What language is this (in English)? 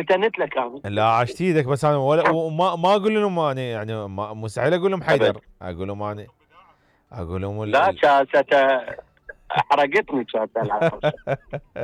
Mesopotamian Arabic